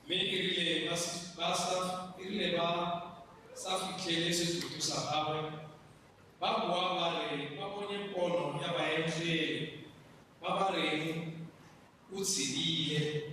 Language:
Tswana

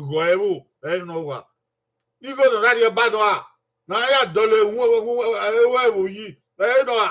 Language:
Bini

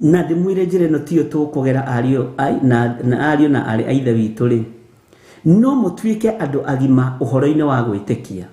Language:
Kikuyu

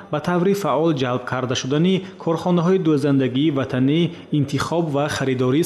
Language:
Tajik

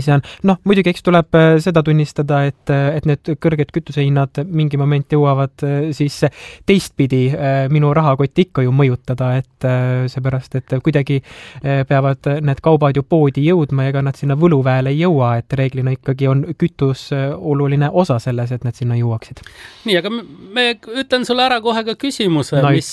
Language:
Estonian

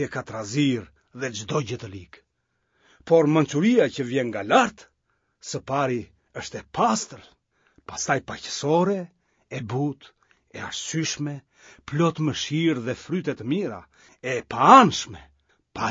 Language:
Albanian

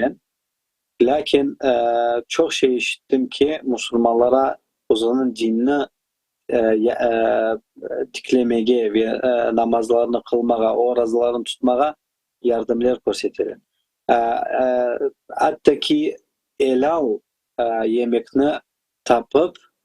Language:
Crimean Tatar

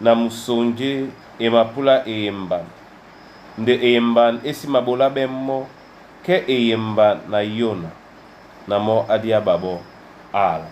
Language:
Duala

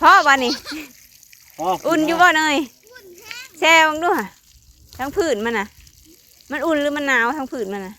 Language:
Northeastern Thai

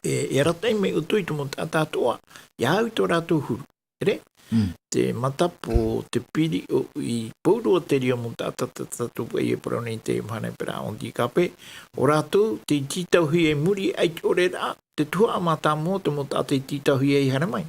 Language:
Tahitian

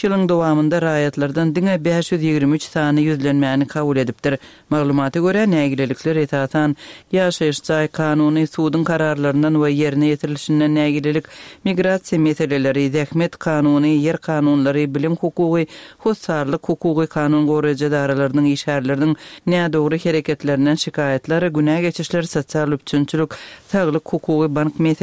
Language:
Turkmen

